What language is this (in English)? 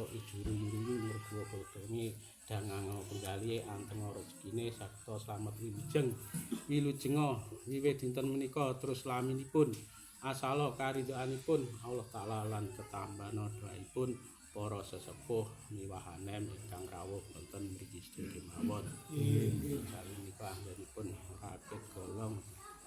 Javanese